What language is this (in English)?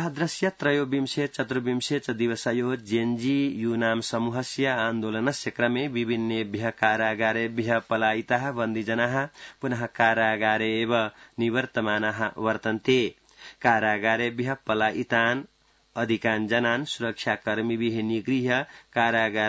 Sanskrit